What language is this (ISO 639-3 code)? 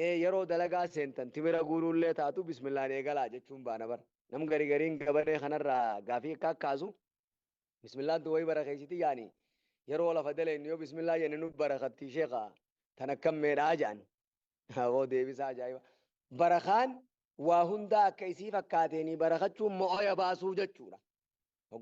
orm